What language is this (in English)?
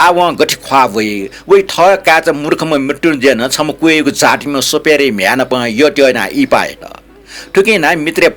Newari